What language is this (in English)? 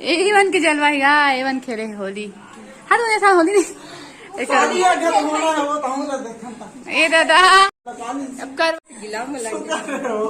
Chhattisgarhi